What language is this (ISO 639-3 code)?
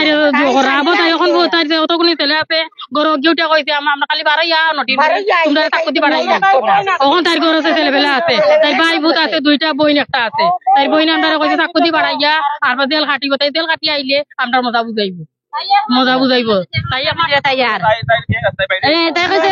syl